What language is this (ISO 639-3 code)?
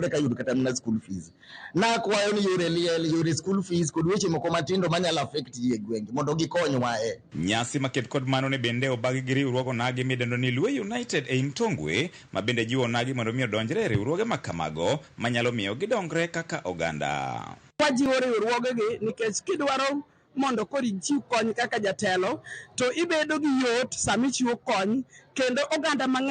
luo